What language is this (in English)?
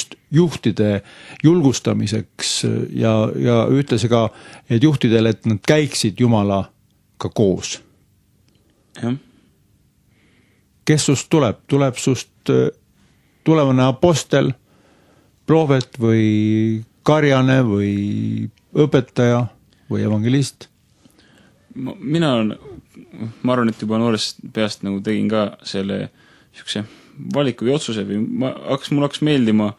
Estonian